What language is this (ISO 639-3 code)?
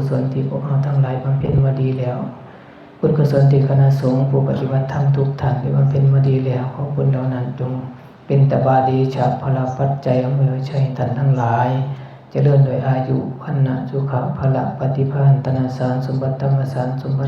tts